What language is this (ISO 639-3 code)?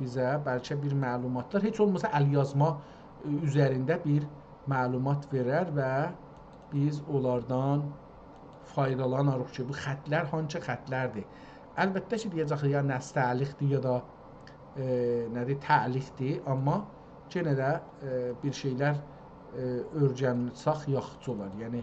azb